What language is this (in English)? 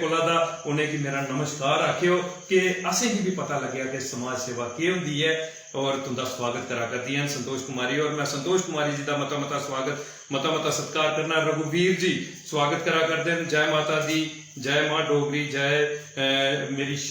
Dogri